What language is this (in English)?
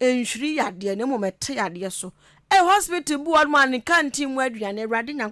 Akan